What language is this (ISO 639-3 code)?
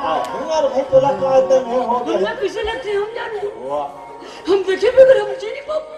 hne